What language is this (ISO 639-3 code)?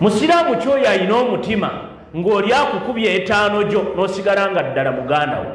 lug